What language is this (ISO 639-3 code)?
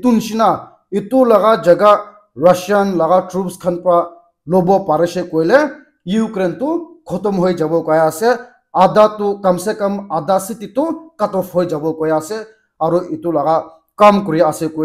nag